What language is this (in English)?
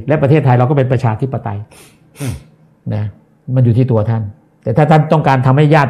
Thai